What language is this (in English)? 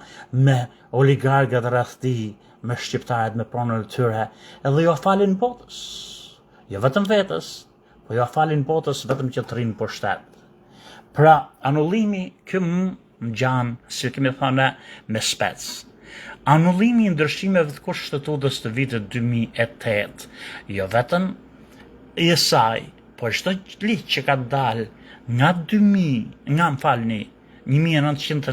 Albanian